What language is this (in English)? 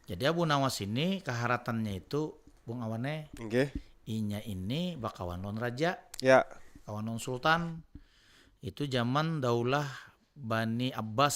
Banjar